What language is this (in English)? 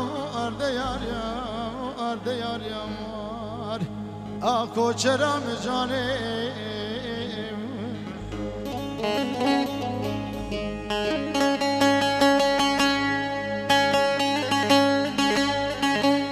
Persian